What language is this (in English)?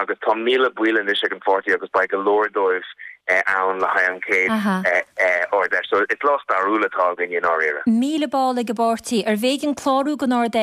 Irish